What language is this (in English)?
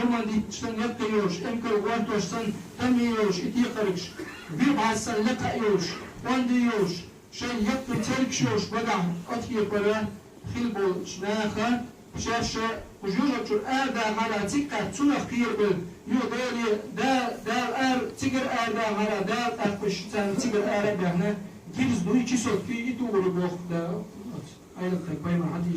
Chechen